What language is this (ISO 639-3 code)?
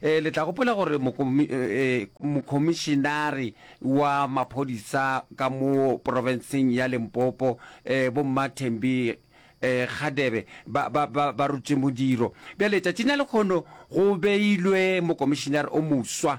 nso